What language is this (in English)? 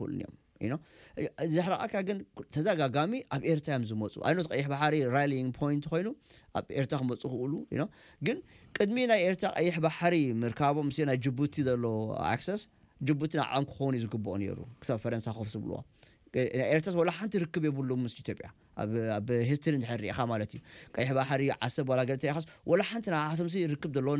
Tigrinya